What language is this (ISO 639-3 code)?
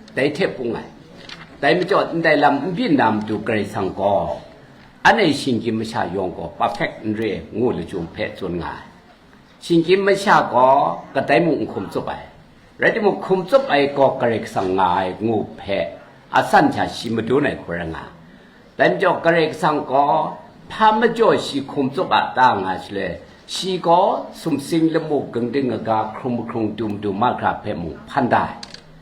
kac